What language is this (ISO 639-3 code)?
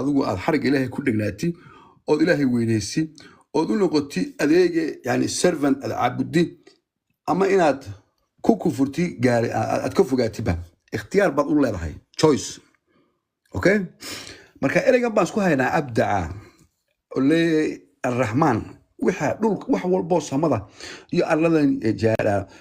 som